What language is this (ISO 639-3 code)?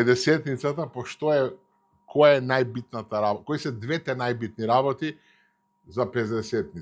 mkd